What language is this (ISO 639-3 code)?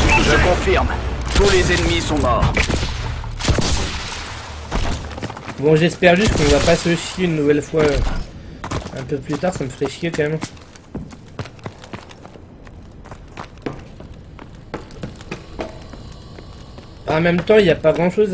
fra